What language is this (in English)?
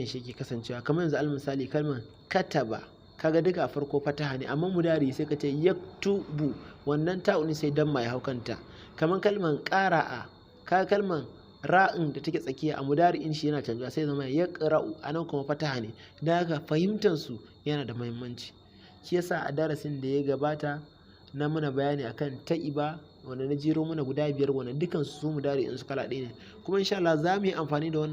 Hausa